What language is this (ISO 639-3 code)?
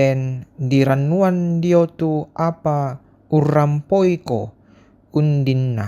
sda